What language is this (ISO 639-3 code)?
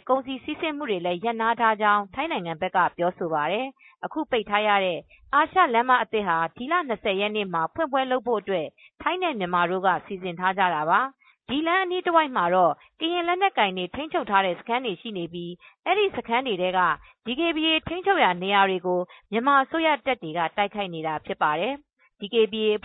mya